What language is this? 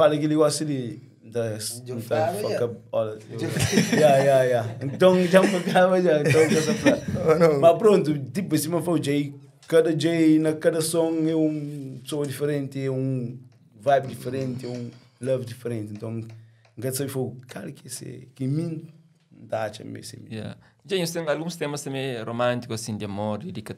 Kabuverdianu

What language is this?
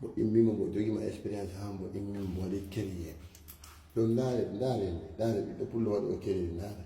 Fula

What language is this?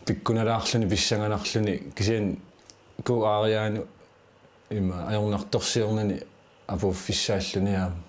Kalaallisut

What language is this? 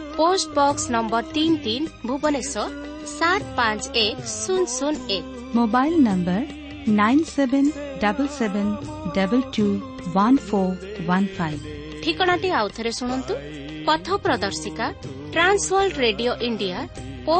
Odia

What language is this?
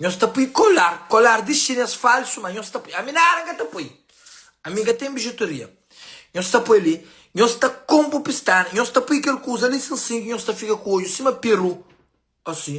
Kabuverdianu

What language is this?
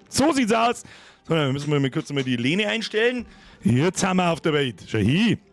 Bavarian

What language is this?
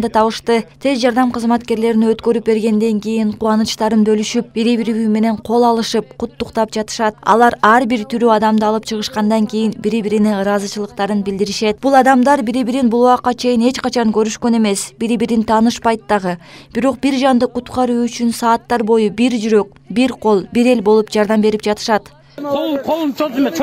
Kyrgyz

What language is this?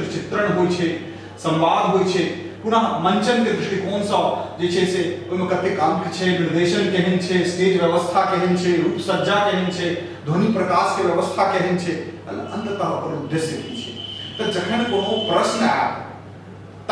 Maithili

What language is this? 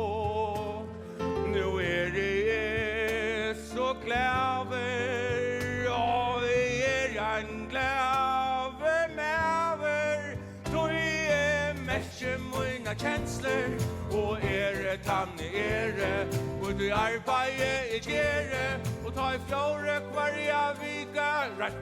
Faroese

